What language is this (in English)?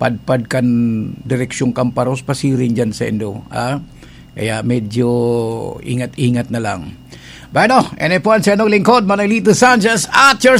Bikol